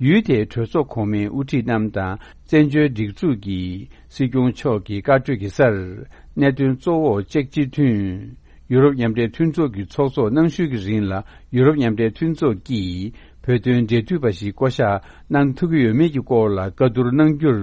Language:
Tibetan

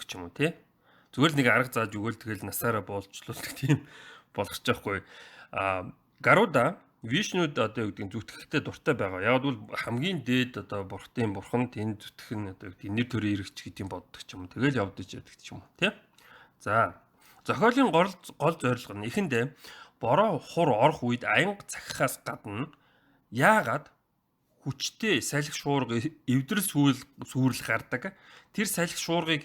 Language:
Mongolian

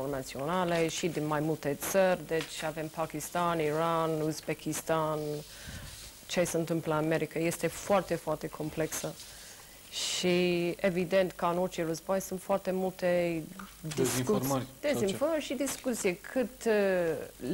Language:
Romanian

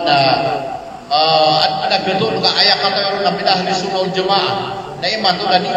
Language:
Maranao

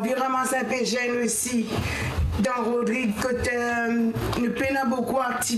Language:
Morisyen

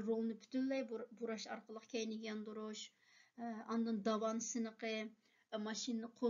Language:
Uyghur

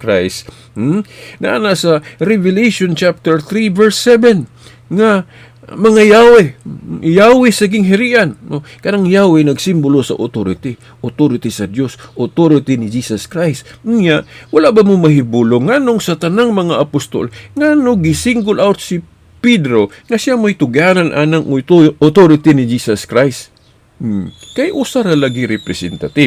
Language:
Cebuano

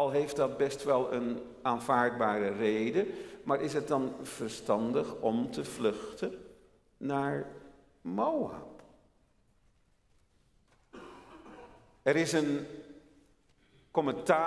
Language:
Dutch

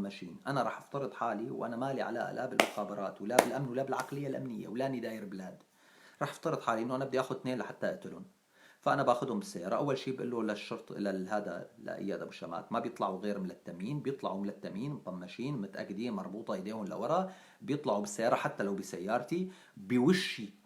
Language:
North Levantine Arabic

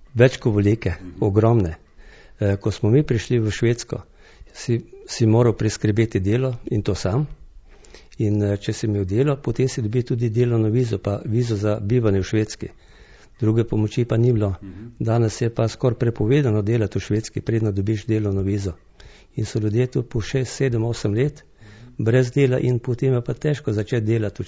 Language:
Slovenian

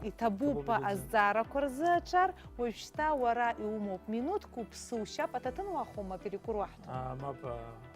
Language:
Abkhazian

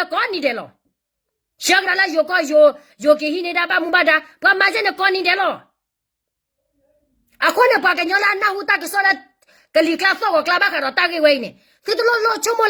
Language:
S'gaw Karen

